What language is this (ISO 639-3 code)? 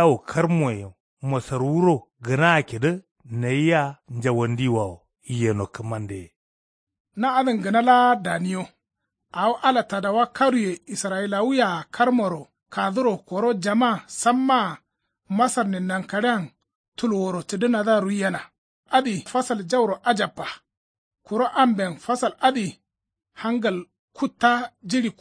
kau